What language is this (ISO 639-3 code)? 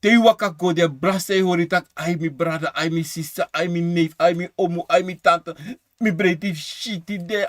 srn